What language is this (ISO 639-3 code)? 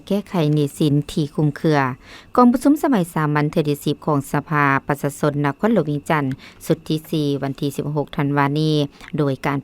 lao